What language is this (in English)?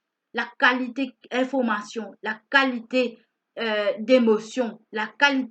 Morisyen